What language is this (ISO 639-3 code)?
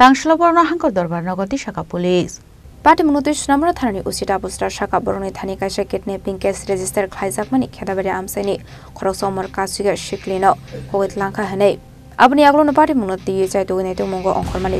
trp